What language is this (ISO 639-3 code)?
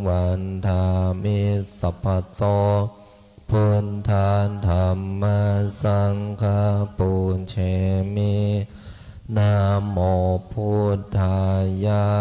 pli